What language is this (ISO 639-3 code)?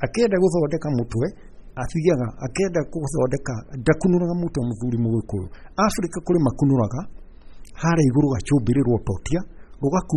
kik